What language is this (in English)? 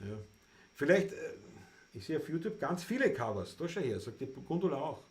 Bavarian